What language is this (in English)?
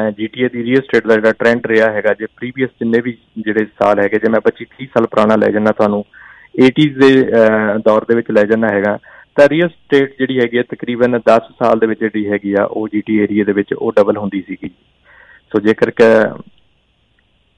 Punjabi